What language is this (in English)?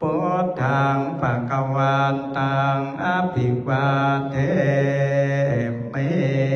Pali